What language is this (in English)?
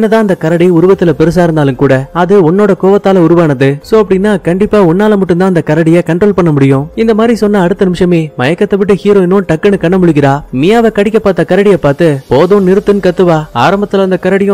Tamil